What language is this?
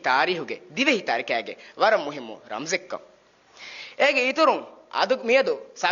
Divehi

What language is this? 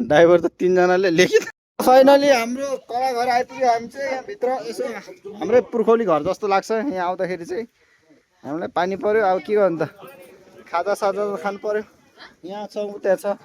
Nepali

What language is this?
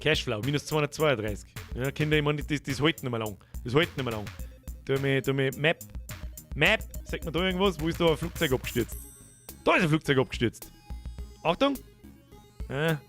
Bavarian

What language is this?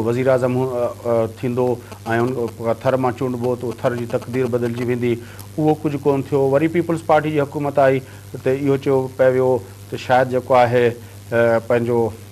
Sindhi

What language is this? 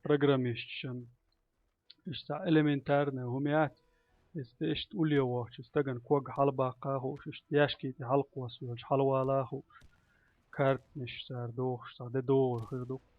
Chechen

